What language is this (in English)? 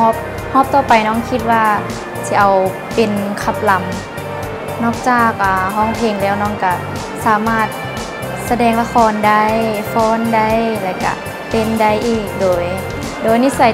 Thai